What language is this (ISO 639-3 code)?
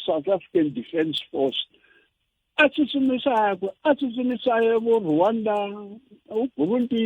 tso